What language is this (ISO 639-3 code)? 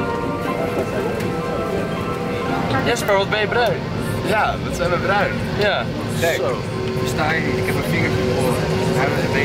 nld